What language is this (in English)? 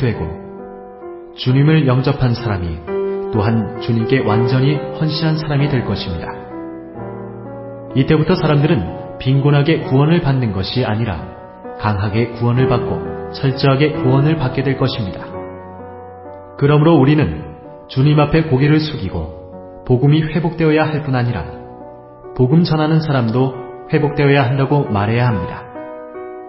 Korean